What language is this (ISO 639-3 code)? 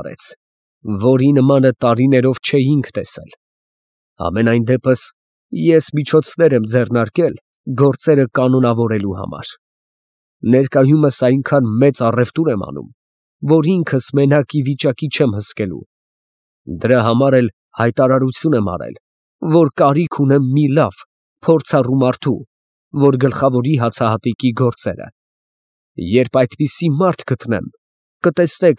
hye